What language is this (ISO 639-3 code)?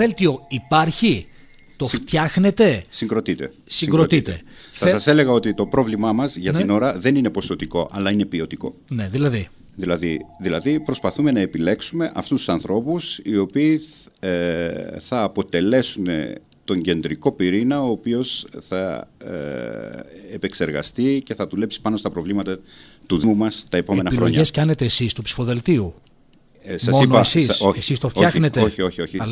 ell